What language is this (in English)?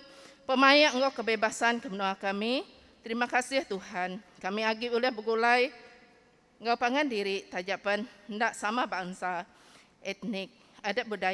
Iban